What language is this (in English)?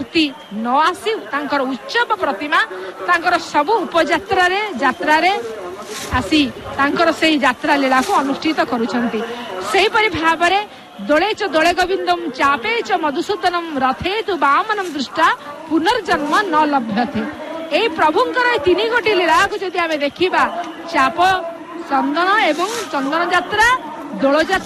Odia